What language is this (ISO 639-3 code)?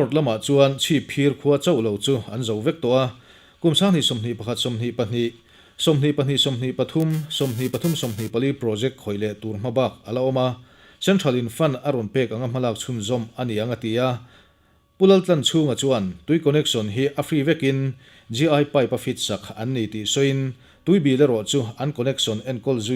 lus